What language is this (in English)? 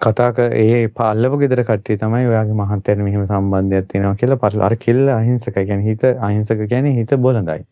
Sinhala